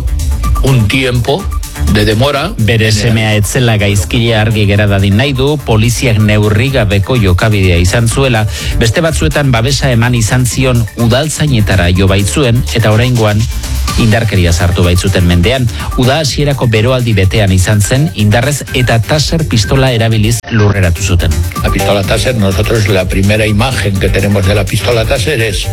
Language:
Basque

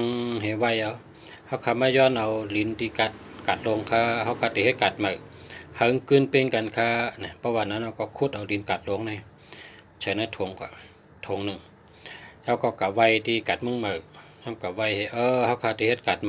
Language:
Shan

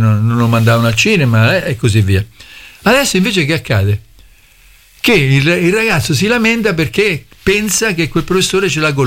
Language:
Italian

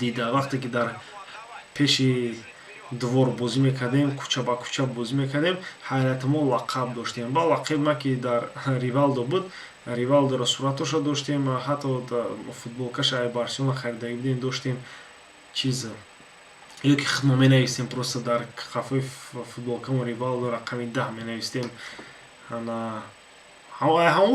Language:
Tajik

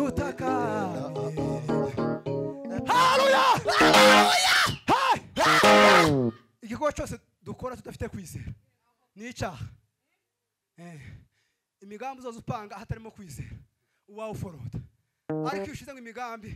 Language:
Kinyarwanda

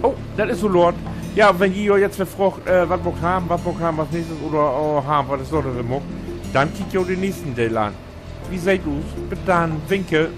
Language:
Low German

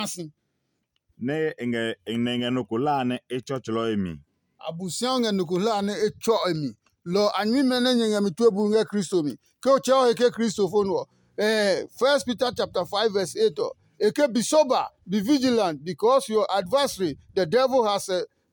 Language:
Adangme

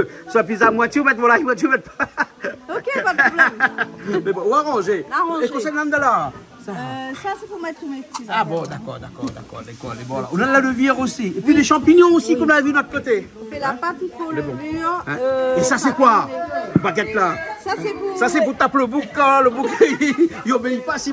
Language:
Réunion Creole French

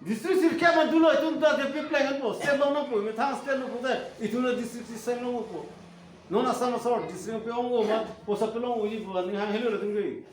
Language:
Karbi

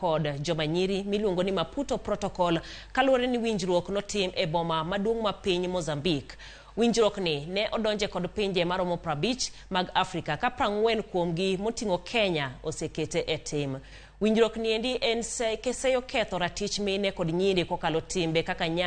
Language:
Luo (Kenya and Tanzania)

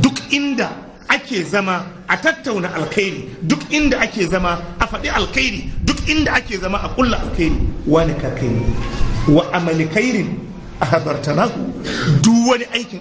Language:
Hausa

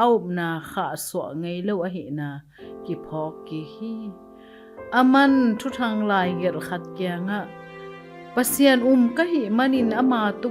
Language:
Tedim Chin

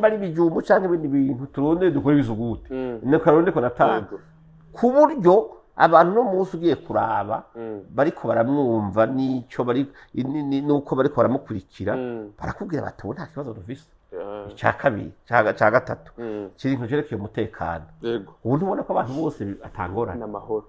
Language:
Rundi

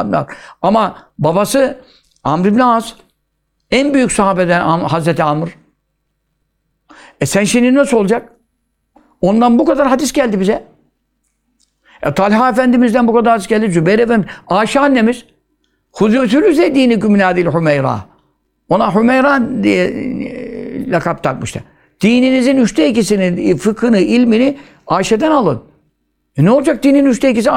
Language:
Turkish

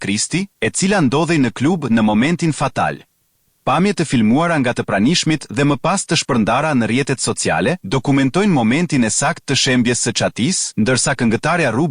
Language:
Albanian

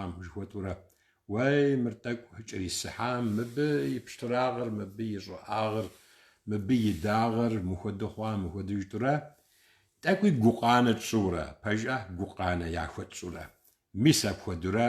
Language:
Kabardian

